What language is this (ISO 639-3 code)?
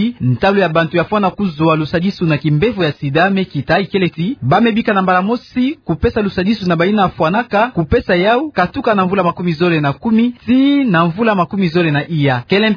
ktu